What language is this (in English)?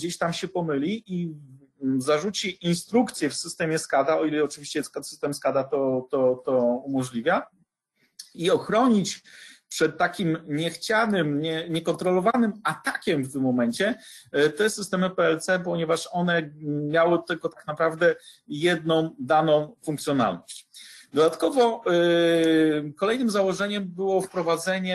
Polish